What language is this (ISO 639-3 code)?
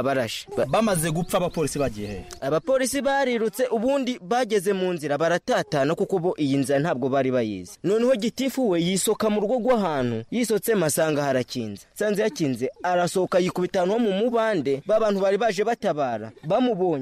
kin